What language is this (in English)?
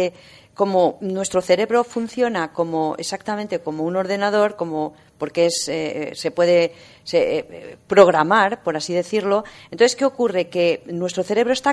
Spanish